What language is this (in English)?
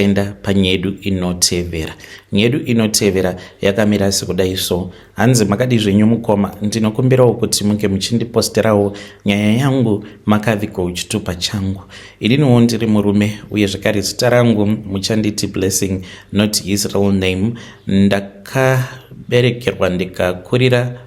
Shona